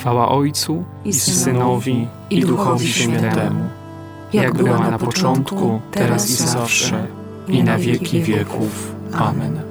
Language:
Polish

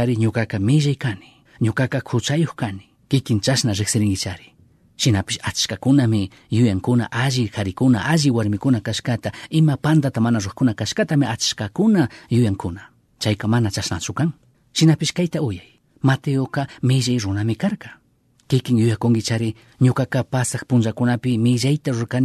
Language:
Chimborazo Highland Quichua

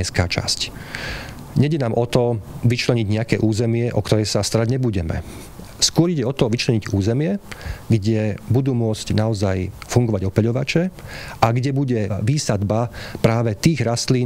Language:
Slovak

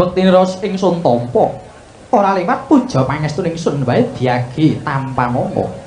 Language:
Javanese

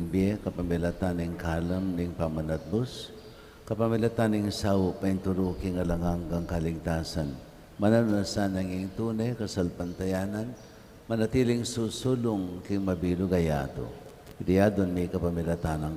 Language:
Pampanga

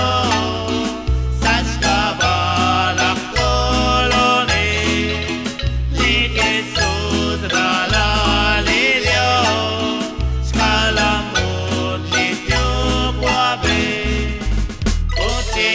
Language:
Kekchí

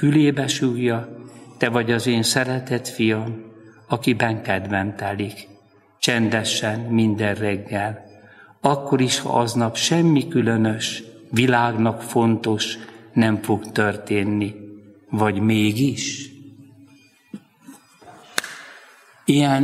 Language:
Hungarian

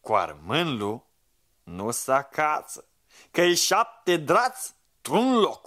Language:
Aromanian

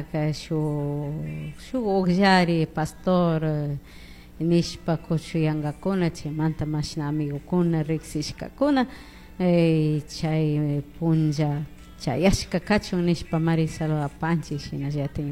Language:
Chimborazo Highland Quichua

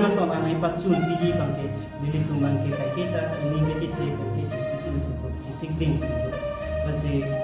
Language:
Karbi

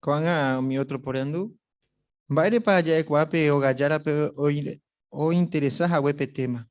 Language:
Guarani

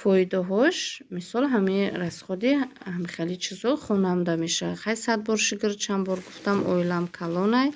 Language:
Tajik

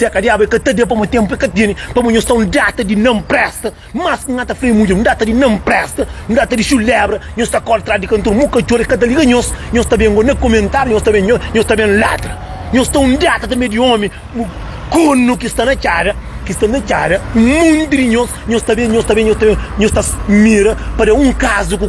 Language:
Kabuverdianu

